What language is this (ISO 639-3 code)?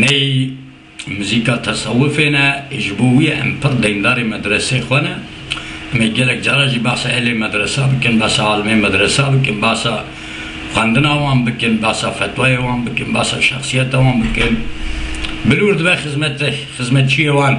kur